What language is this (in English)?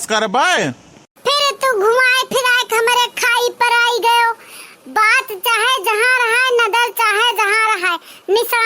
Awadhi